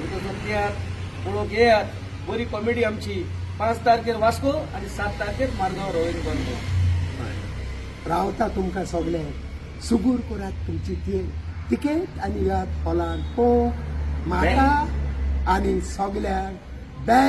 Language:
Konkani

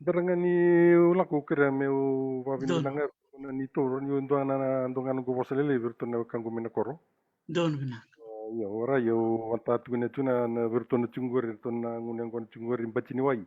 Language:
Fijian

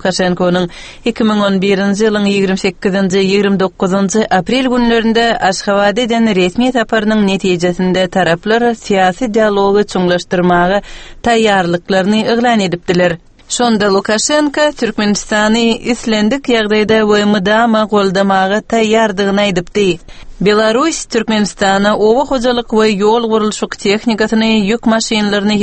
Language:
Turkmen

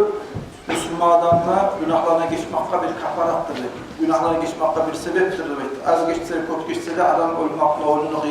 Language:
Kumyk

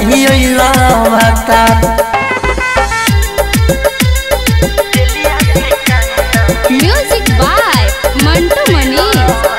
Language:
Bhojpuri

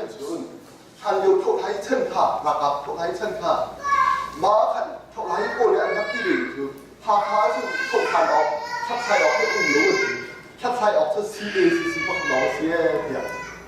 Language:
Hakha Chin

